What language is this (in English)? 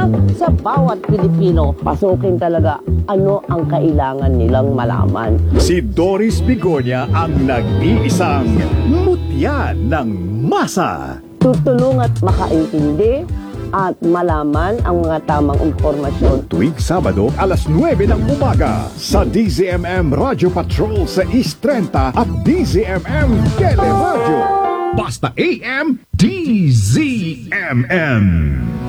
Filipino